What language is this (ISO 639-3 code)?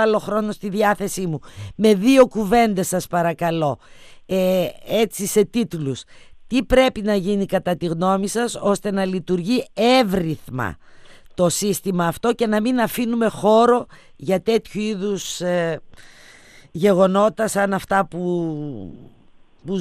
ell